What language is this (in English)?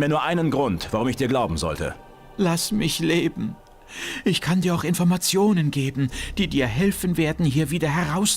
Bavarian